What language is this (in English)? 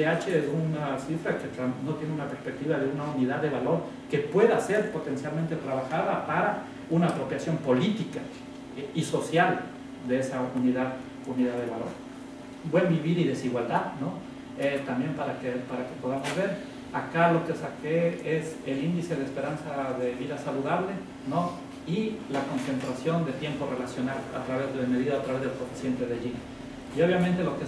Spanish